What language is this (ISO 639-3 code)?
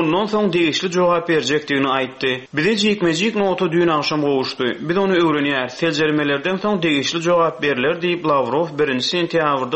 tuk